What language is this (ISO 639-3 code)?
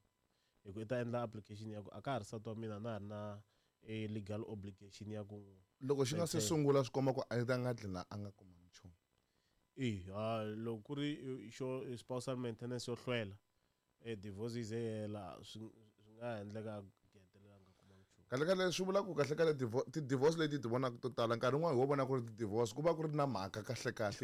tso